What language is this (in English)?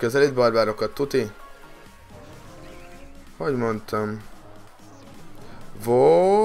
Hungarian